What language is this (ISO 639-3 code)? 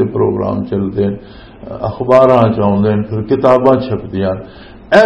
lah